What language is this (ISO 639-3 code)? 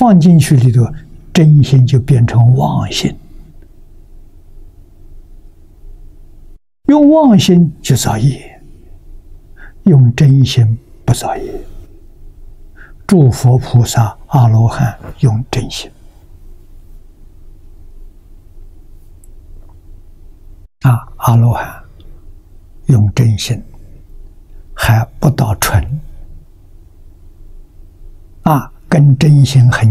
zho